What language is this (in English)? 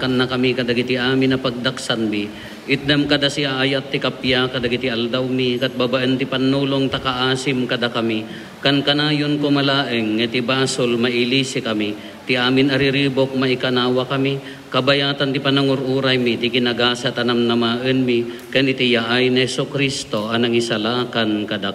Iloko